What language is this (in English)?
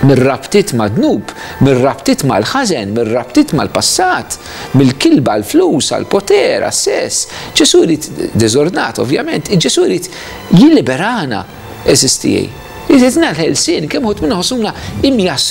Maltese